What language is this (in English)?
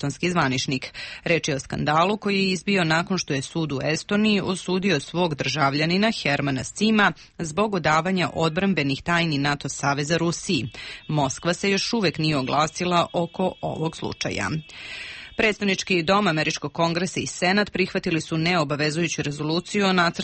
Serbian